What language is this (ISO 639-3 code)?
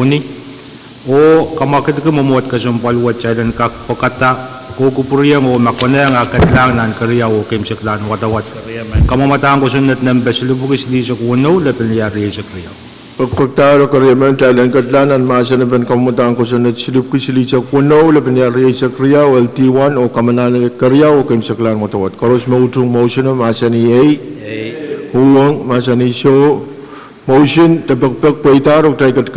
pon